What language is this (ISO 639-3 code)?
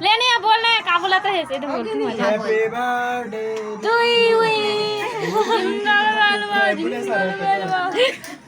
hne